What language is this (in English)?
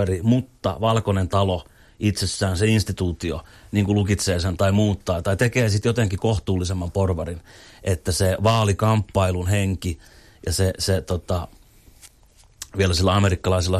Finnish